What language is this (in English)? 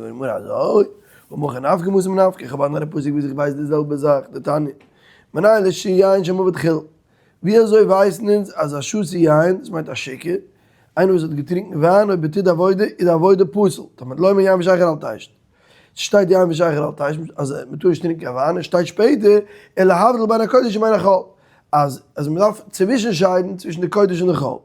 Yiddish